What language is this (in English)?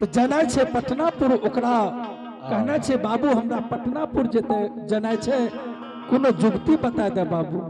Angika